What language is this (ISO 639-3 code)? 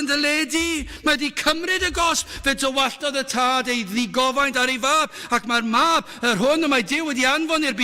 cym